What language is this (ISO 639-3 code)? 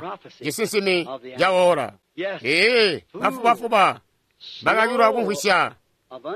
toi